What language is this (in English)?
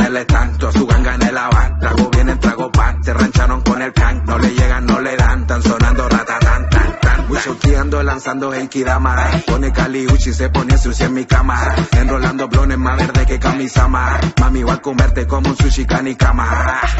Spanish